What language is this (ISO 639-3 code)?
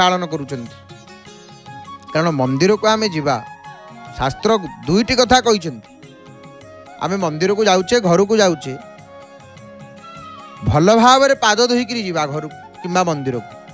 ori